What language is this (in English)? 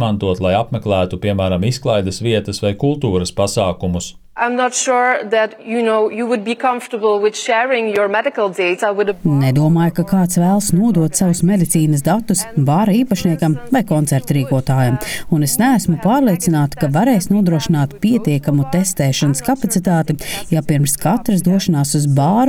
Latvian